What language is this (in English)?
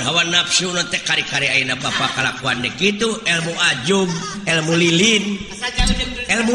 Sundanese